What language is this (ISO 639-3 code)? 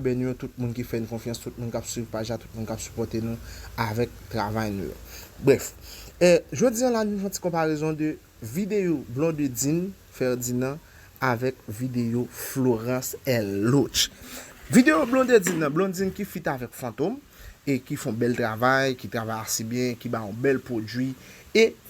hat